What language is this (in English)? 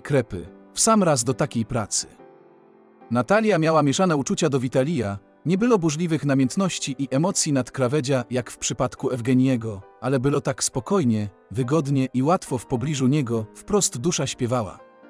Polish